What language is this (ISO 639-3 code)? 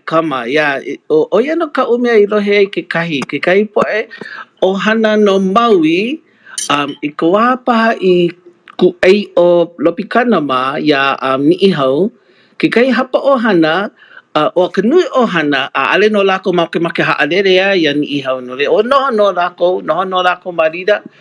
haw